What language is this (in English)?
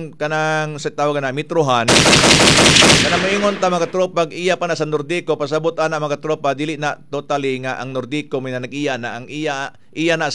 Cebuano